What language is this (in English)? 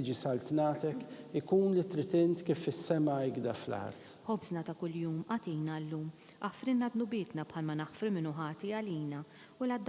Maltese